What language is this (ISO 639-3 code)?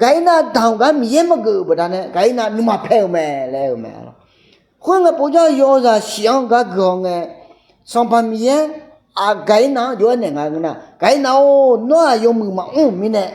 ahk